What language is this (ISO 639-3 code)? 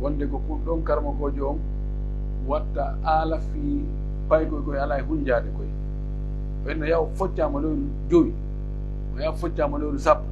fuf